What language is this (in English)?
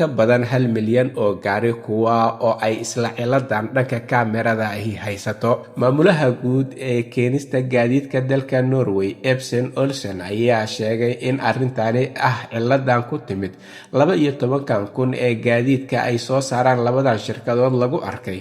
Somali